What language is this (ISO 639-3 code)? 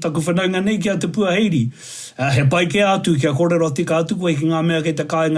mri